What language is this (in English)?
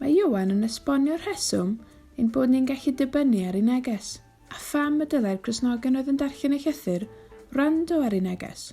Welsh